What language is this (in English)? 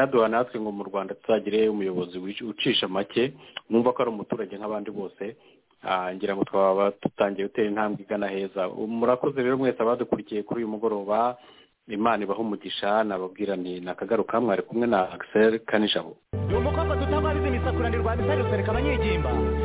Kinyarwanda